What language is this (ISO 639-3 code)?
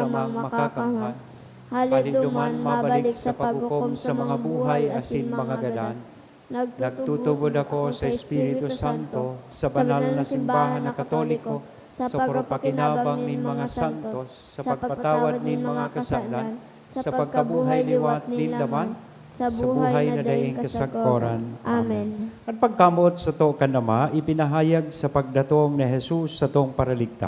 bik